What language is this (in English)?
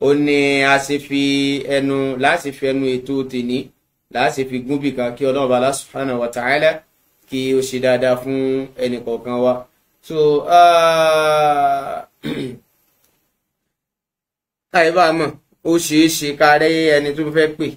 Yoruba